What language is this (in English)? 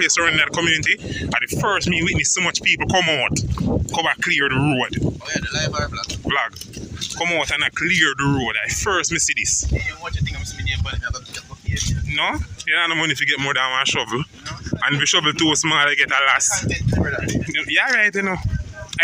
Jamaican Creole English